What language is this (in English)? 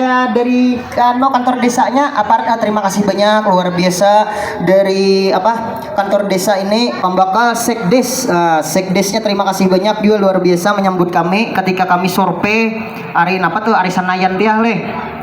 Banjar